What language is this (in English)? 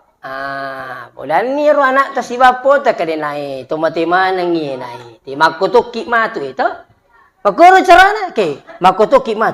Buginese